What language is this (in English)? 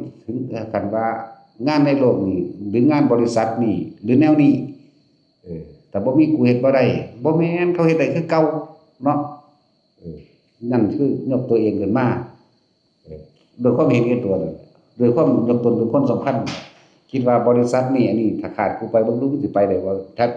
Northeastern Thai